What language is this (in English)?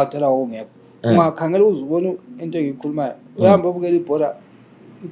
North Ndebele